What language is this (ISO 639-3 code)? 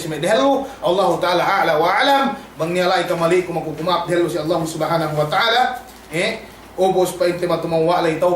yka